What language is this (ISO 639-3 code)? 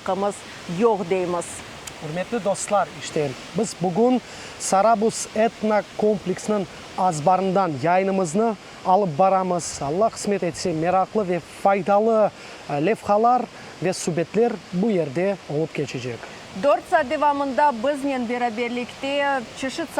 crh